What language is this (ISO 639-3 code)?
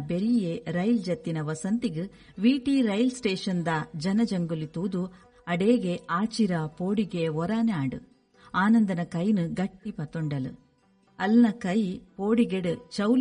tcy